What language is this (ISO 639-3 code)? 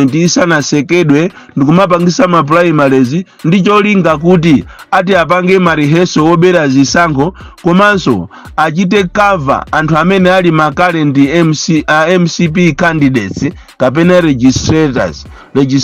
nya